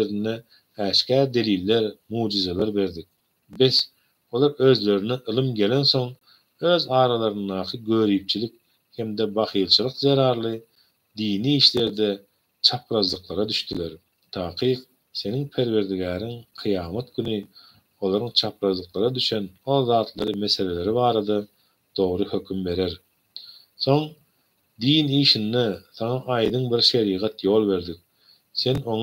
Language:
Turkmen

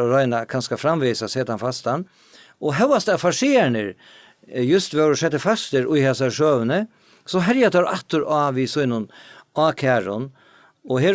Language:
Faroese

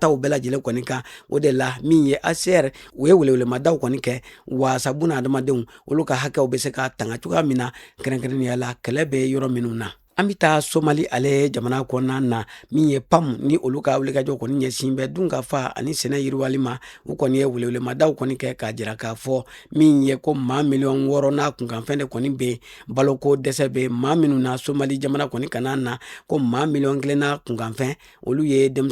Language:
Bambara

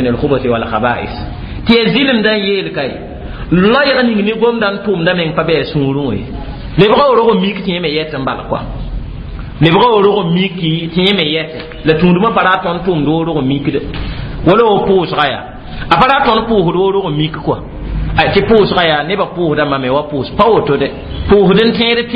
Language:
Mossi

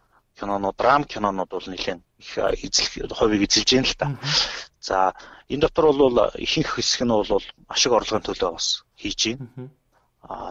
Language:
Mongolian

